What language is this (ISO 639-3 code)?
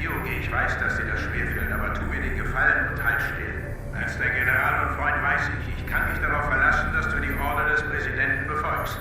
gsw